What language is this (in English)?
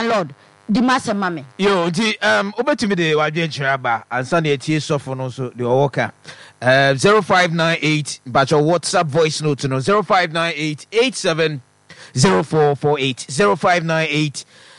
Akan